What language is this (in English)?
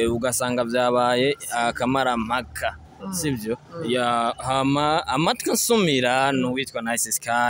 Rundi